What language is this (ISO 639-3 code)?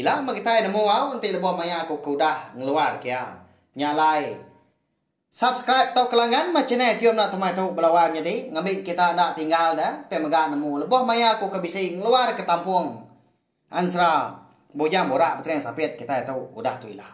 iba